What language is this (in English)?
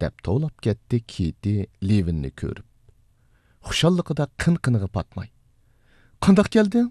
Uyghur